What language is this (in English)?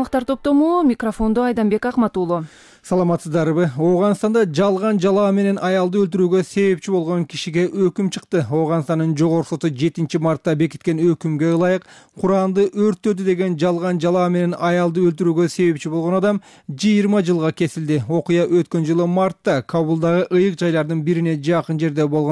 Kyrgyz